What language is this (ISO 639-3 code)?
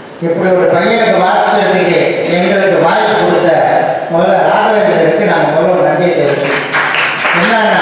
tam